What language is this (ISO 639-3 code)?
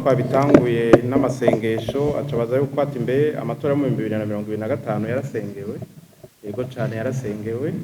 run